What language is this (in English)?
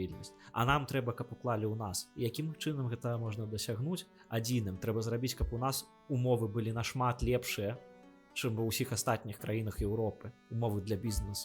Belarusian